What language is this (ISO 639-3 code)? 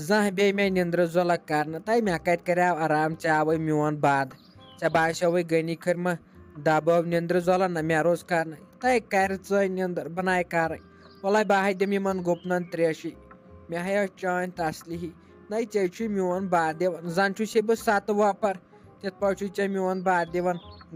kas